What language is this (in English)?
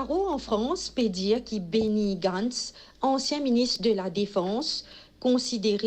Morisyen